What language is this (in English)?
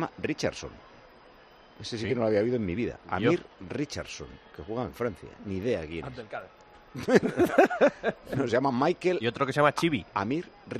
Spanish